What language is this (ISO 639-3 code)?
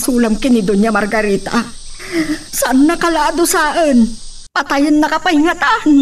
ilo